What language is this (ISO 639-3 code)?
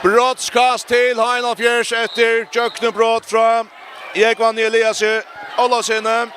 fao